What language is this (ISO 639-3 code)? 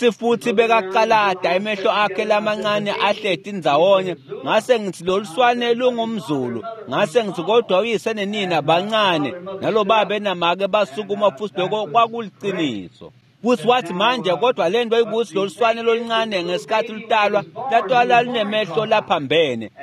ssw